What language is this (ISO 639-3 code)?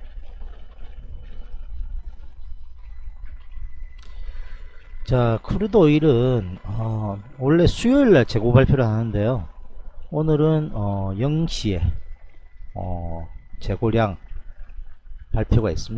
kor